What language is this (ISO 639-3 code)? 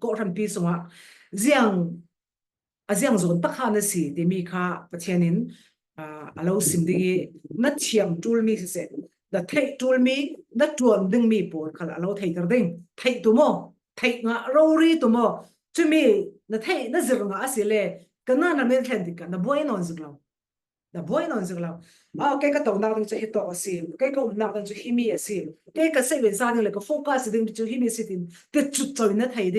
cfm